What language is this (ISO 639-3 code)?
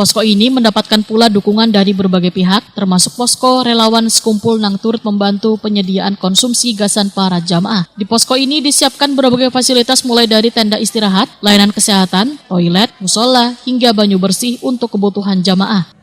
bjn